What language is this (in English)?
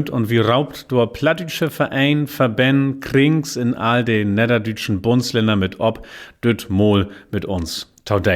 Low German